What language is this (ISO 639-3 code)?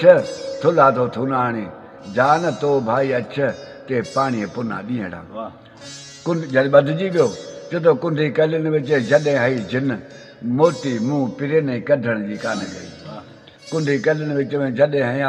snd